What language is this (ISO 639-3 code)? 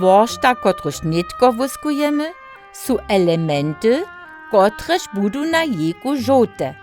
hsb